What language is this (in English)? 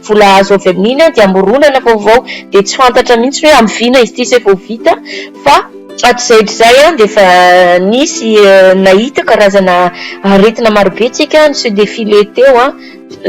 Malagasy